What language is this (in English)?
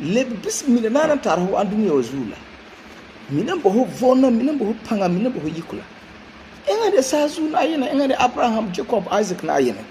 Frafra